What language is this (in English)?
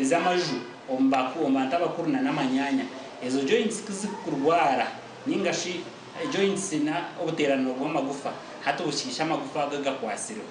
Nyankole